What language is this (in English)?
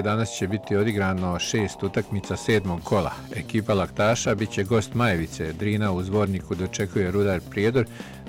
Bosnian